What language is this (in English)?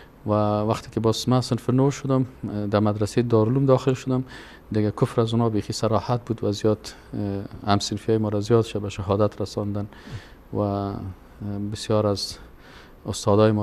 Persian